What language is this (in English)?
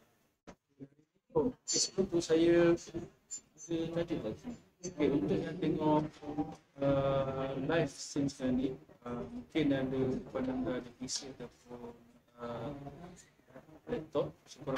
Malay